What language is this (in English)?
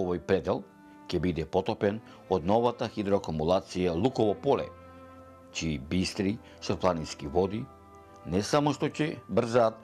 Macedonian